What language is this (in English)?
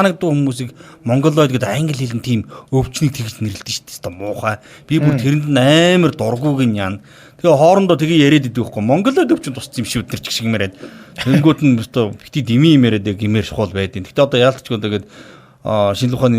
Mongolian